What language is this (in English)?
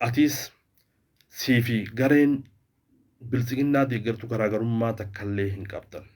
Oromo